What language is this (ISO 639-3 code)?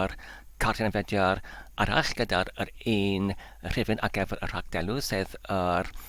cym